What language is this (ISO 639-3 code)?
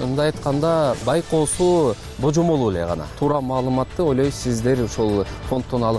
kir